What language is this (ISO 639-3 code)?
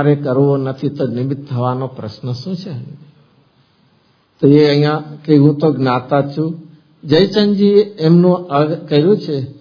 guj